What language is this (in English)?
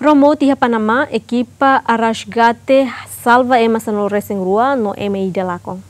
Tetum